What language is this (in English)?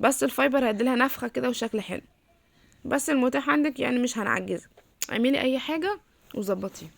Egyptian Arabic